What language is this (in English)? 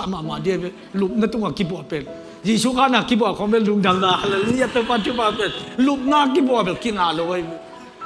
Tedim Chin